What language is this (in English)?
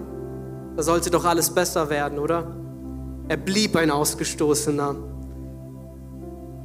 German